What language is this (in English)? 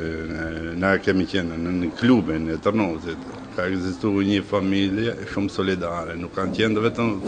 Albanian